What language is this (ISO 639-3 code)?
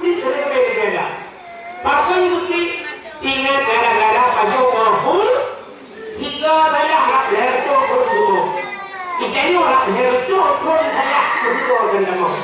ace